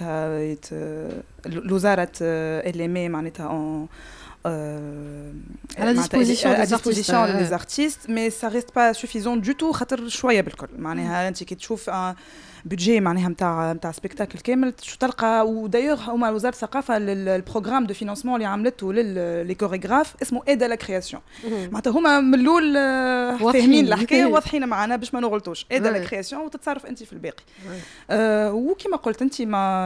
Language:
Tunisian Arabic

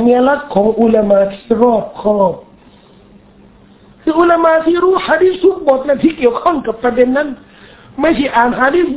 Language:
Thai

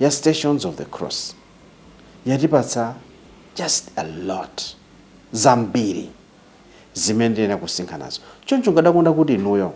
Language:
Nyanja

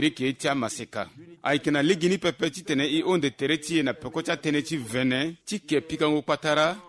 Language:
Sango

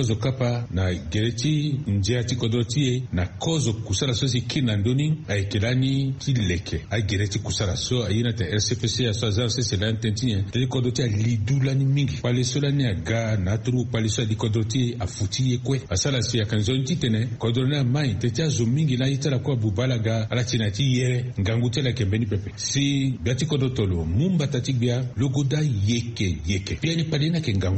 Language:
Sango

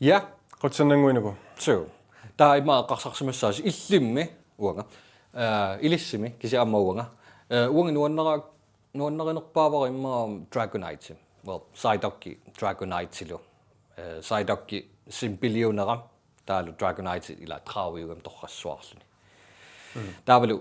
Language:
Kalaallisut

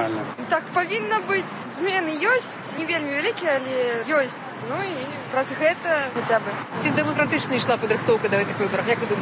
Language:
Belarusian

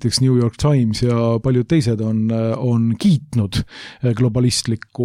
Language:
Estonian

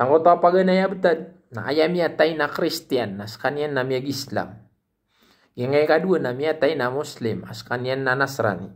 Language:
Maranao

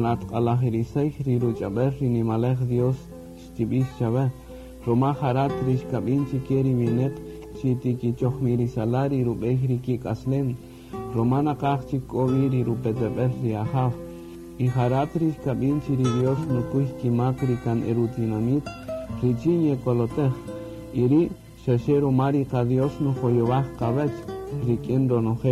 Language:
Kaqchikel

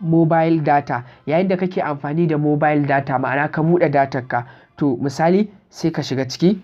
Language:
Hausa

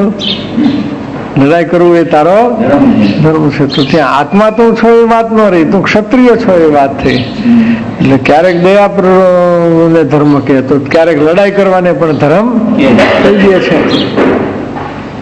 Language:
Gujarati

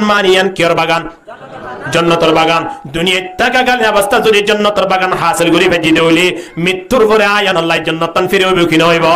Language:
Rohingya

